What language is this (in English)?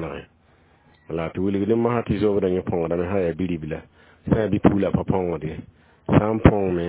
Mossi